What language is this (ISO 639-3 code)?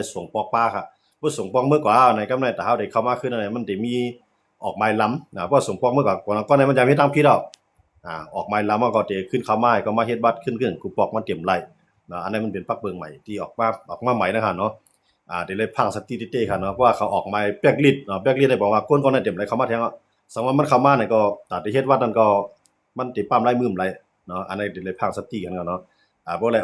shn